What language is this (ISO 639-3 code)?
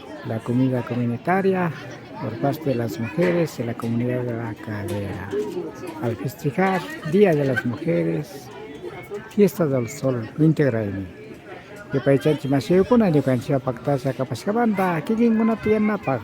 qvi